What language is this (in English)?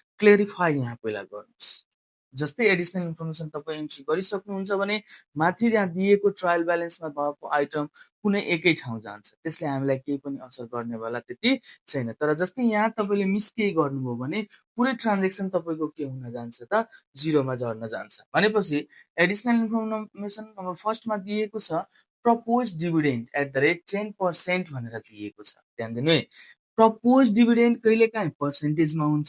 Nepali